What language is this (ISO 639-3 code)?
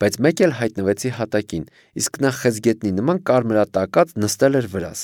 hye